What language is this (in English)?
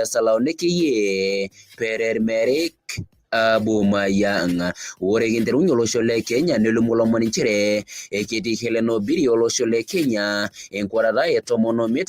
Masai